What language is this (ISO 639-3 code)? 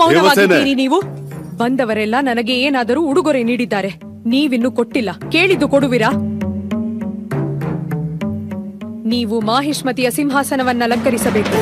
kan